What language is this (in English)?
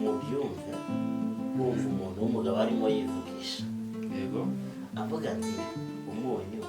Kinyarwanda